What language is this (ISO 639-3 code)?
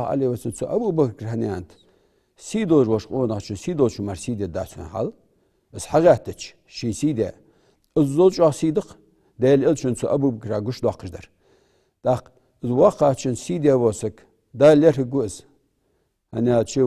inh